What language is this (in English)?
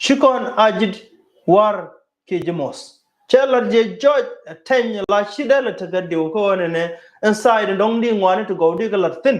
Nuer